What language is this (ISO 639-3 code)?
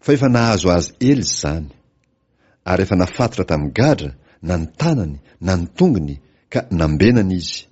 mlg